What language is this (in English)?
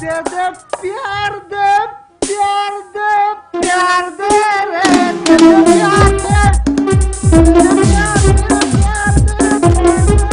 Santali